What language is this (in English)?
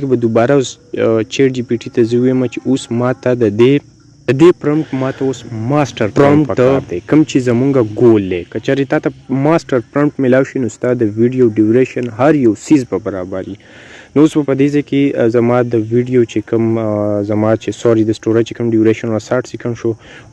Pashto